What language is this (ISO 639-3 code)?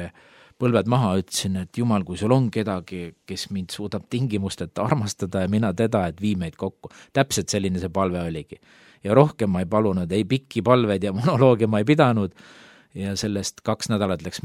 est